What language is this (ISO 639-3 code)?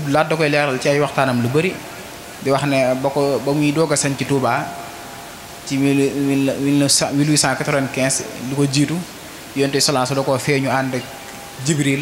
wol